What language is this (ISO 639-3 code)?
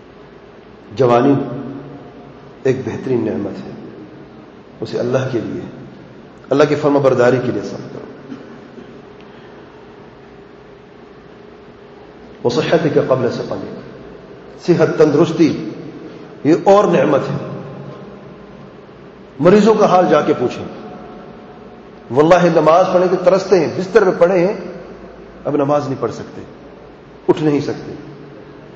urd